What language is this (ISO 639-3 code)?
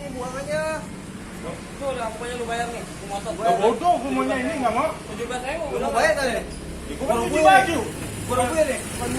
bew